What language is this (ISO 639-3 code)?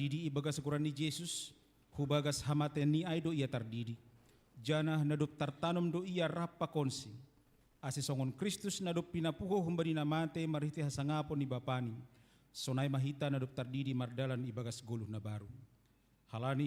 bts